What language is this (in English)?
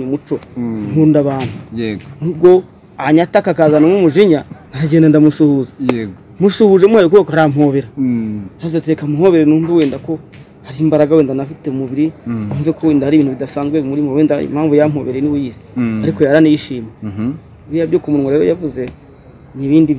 Kinyarwanda